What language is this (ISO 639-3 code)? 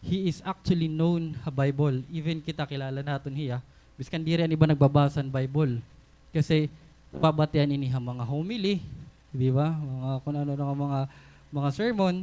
war